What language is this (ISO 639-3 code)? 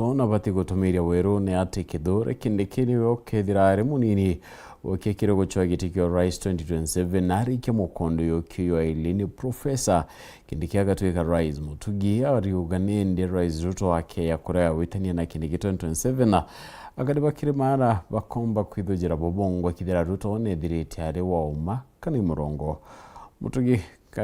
mer